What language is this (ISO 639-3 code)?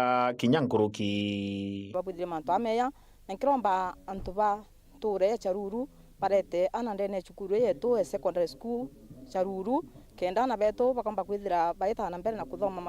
mer